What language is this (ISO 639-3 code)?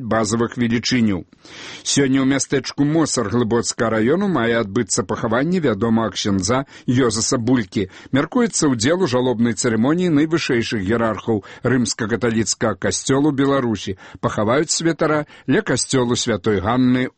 bel